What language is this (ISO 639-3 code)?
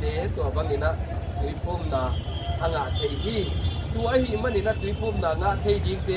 ctd